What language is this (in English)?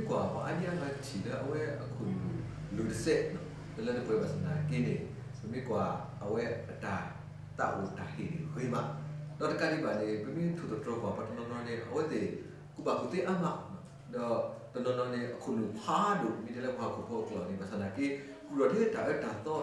S'gaw Karen